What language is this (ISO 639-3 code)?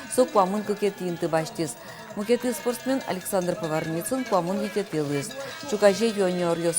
udm